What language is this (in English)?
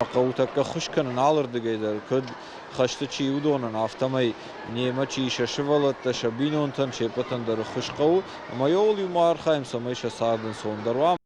Ossetic